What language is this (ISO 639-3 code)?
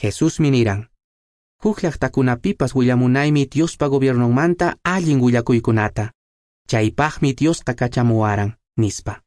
que